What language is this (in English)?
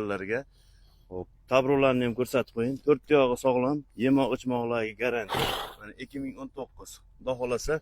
Uzbek